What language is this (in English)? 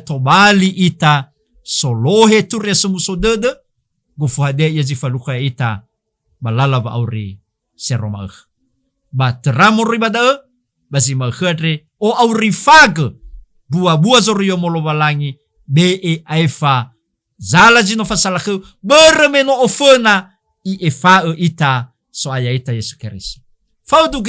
Nias